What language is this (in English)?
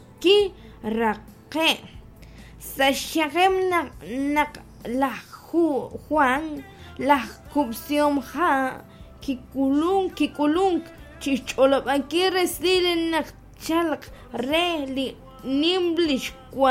Kekchí